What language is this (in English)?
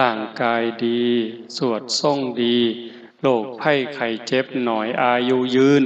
Northeastern Thai